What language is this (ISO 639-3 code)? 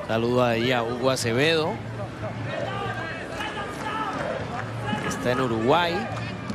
spa